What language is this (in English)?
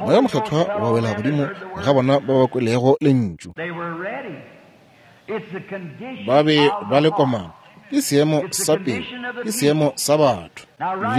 Northern Sotho